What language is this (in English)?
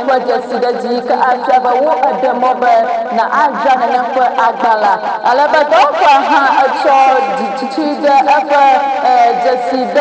Ewe